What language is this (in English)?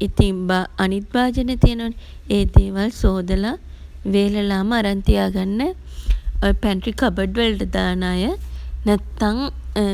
Sinhala